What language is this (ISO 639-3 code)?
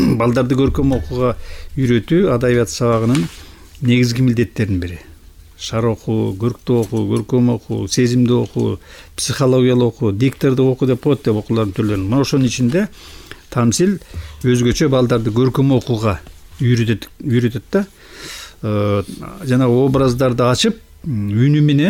kir